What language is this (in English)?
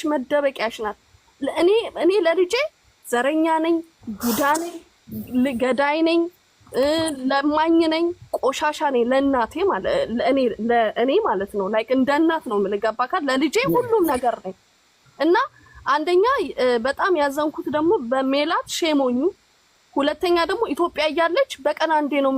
Amharic